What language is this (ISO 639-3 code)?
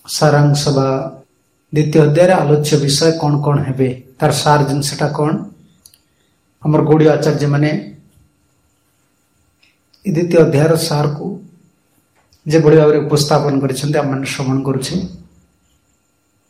ori